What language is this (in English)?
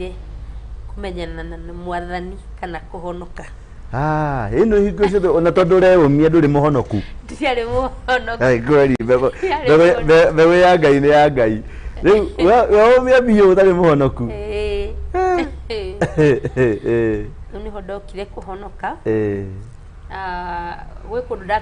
Kikuyu